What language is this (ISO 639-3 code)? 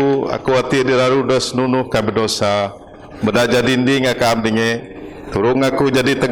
bth